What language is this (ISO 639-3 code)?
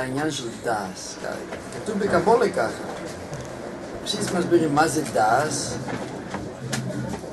heb